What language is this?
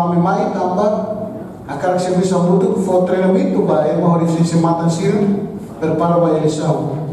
Tetum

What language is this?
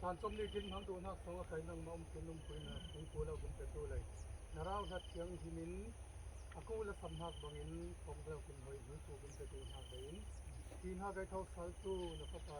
Falam Chin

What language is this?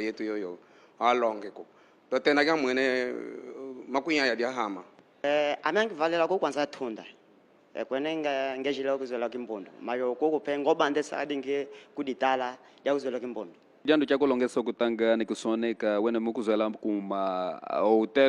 Kimbundu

